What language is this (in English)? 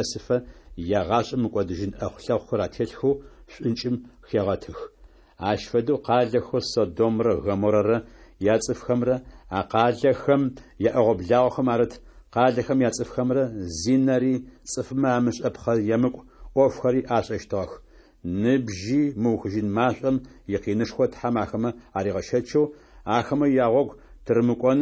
Adyghe